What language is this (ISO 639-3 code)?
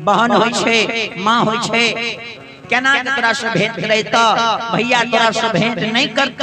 mai